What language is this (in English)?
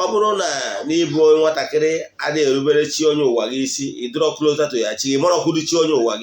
Igbo